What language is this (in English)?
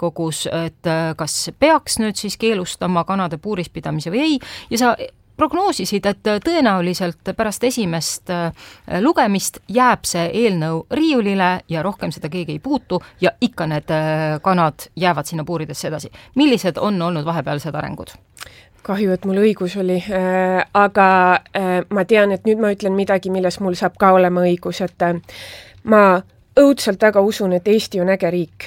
Estonian